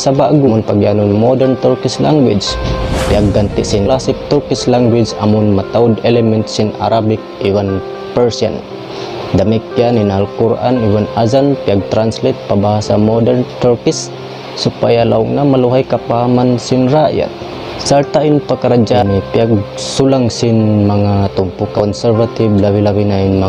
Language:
Tausug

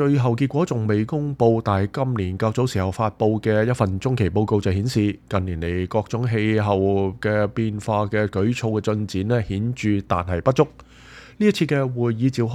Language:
Cantonese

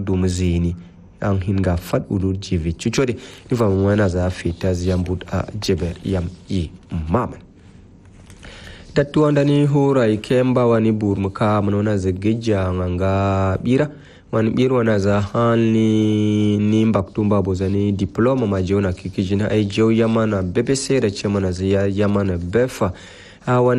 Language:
Swahili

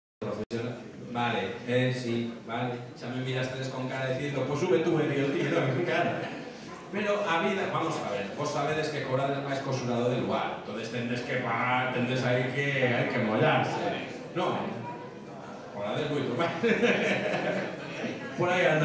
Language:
Galician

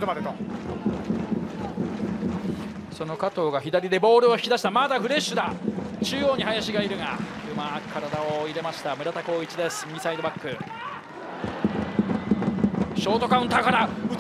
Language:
Japanese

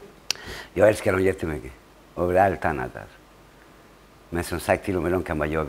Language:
Swedish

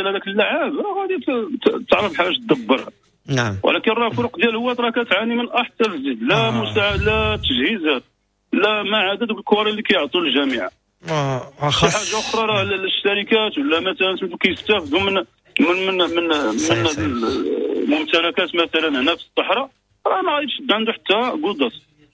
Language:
Moroccan Arabic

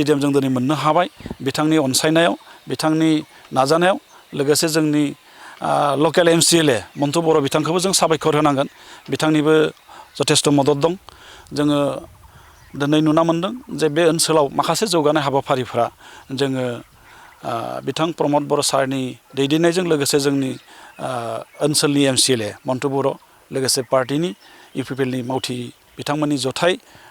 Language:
Bodo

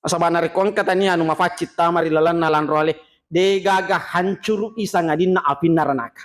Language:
Buginese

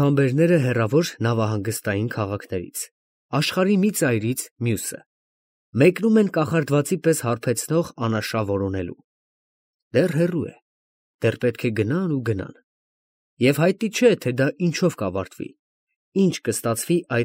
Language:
Armenian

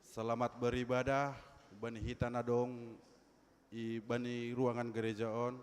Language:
Batak Simalungun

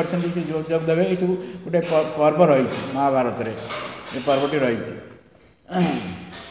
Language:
Odia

